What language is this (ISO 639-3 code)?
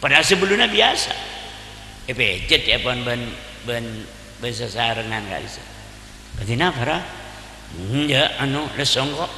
mad